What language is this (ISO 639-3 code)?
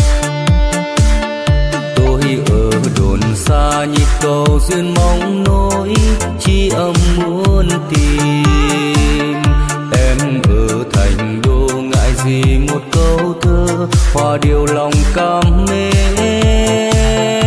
vie